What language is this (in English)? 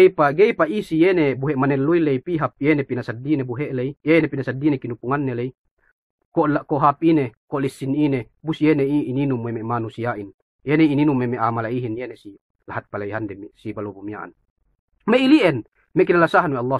Yakan